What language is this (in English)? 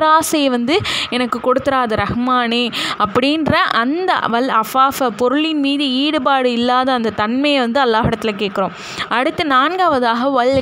Tamil